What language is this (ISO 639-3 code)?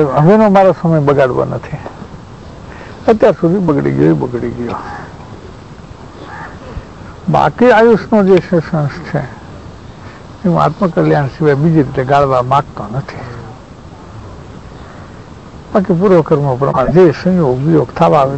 guj